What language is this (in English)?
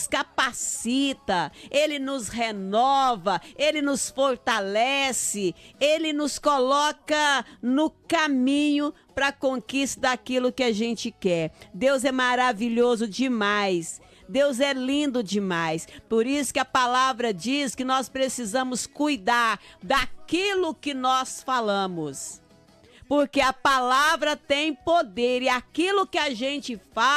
Portuguese